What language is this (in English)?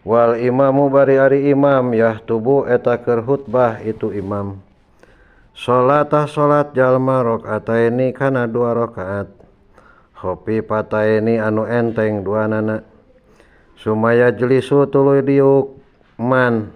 Sundanese